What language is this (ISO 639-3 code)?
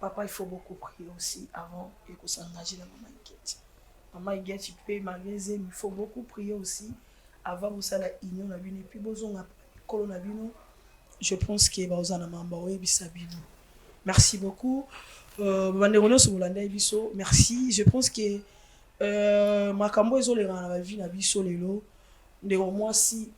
lin